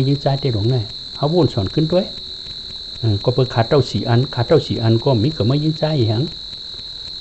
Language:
Shan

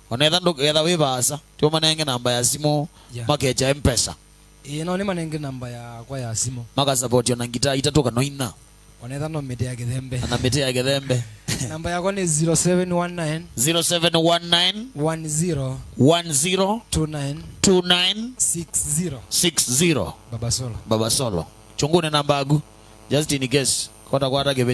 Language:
Kamba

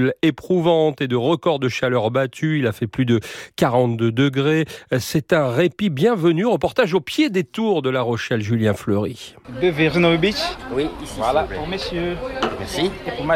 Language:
French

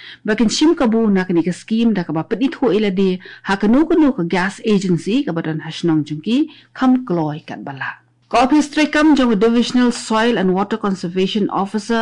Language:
Khasi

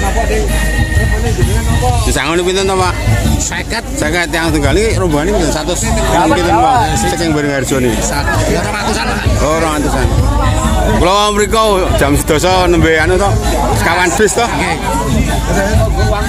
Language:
Javanese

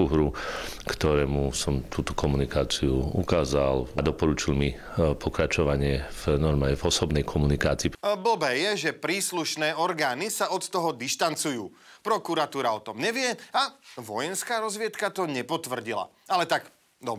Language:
Slovak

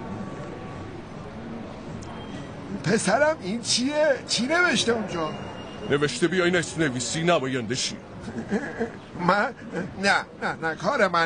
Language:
Persian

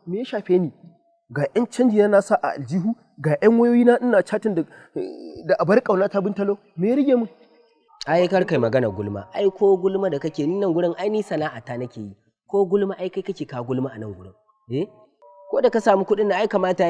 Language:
Hausa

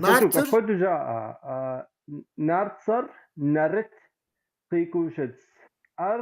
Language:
Kabardian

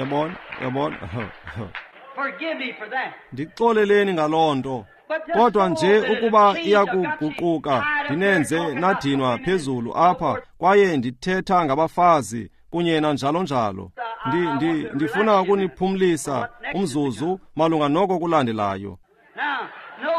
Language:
Xhosa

